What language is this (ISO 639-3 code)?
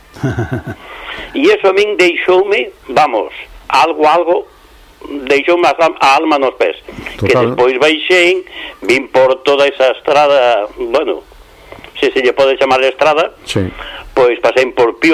glg